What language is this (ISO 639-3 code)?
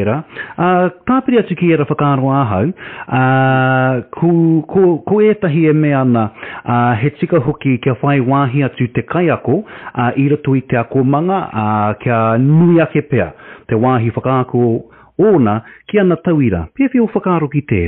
mri